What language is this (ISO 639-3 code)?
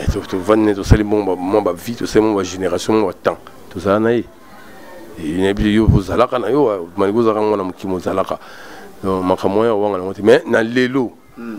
lin